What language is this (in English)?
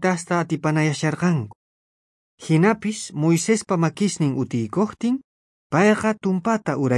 South Bolivian Quechua